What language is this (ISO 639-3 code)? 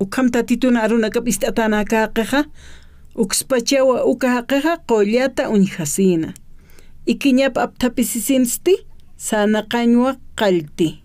aym